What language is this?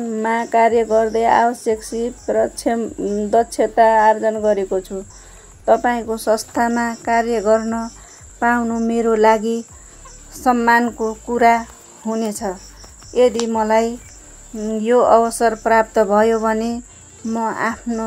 Nepali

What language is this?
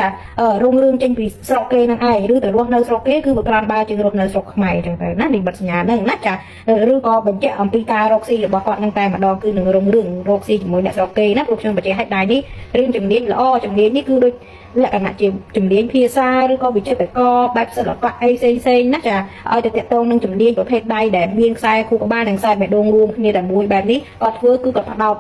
Khmer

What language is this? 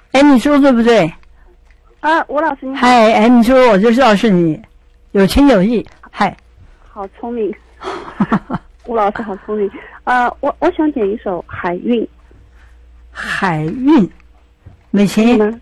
Chinese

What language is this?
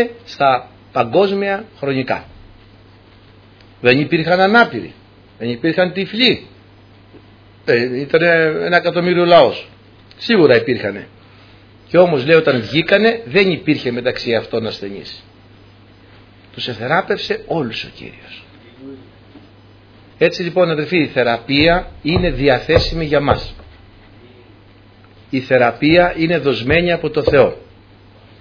Greek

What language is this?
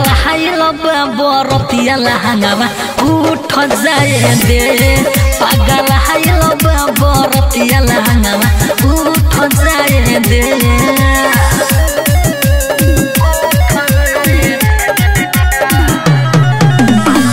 Bhojpuri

